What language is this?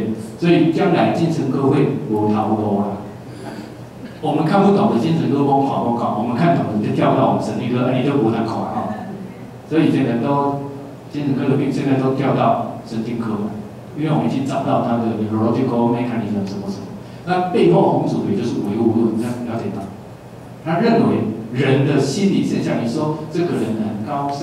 Chinese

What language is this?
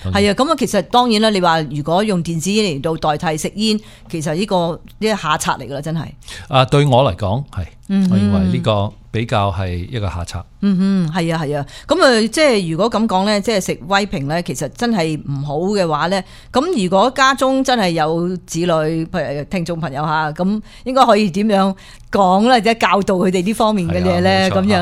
Cantonese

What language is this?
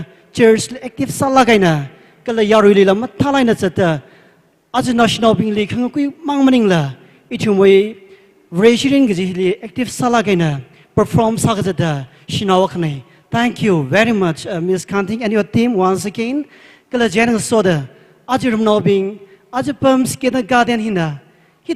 Tangkhul Naga (India)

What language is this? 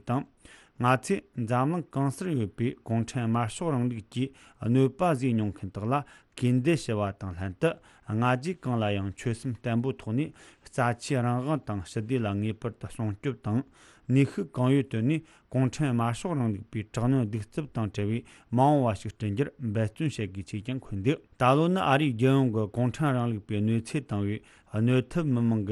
Tibetan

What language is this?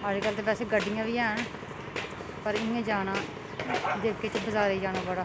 Dogri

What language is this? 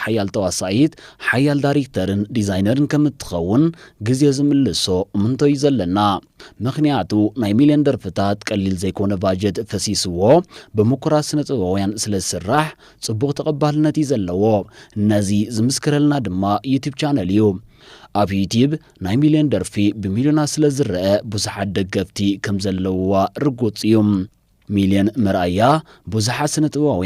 Tigrinya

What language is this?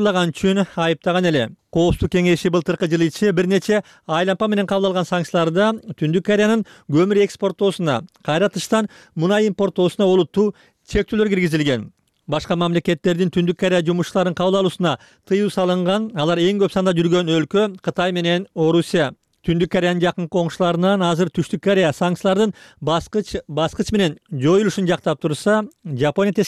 Kyrgyz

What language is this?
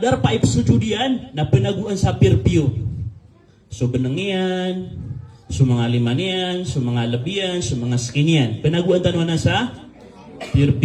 Maranao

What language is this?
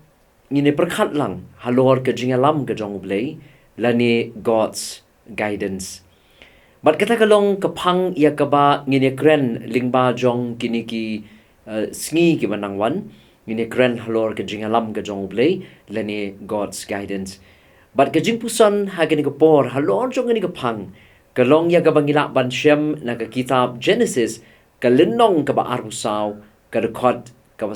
Khasi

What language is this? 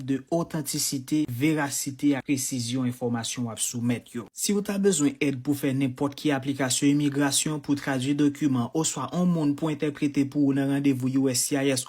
Haitian Creole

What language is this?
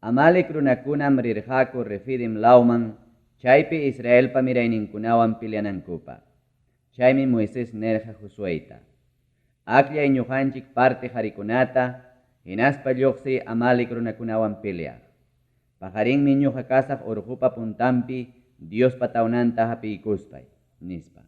Ayacucho Quechua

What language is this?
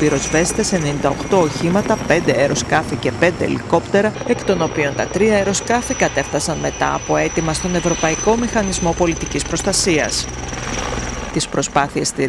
Greek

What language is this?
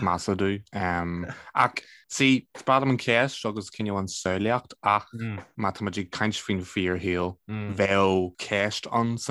Irish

